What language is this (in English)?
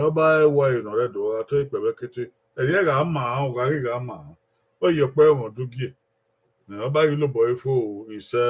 Bini